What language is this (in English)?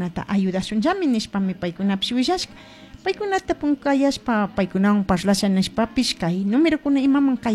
Chimborazo Highland Quichua